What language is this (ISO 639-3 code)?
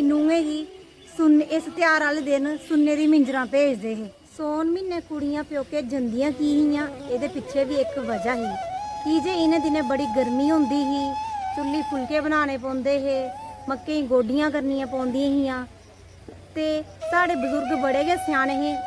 doi